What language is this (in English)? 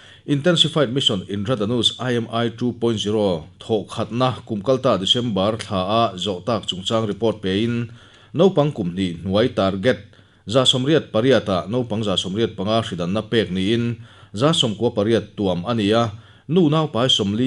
Mizo